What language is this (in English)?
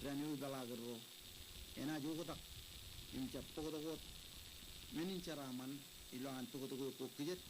Marshallese